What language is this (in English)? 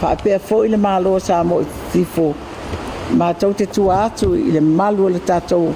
Samoan